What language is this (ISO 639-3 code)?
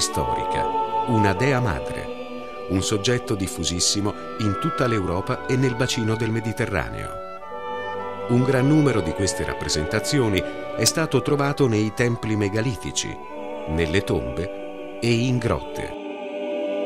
ita